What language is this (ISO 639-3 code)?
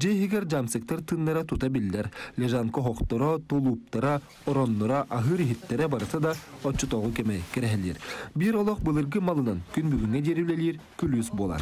sah